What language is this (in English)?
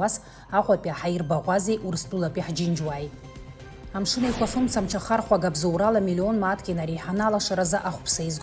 Abkhazian